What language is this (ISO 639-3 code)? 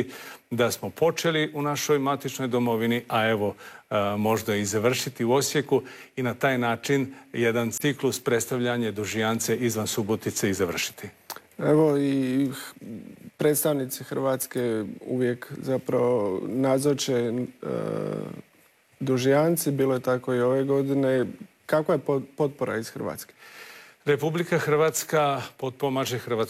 hrv